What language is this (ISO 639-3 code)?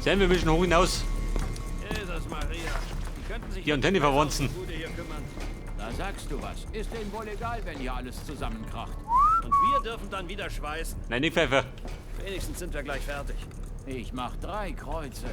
bar